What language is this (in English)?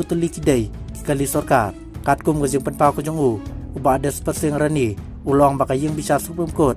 Khasi